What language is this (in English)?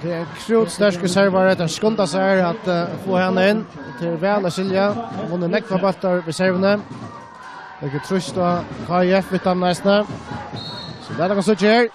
Faroese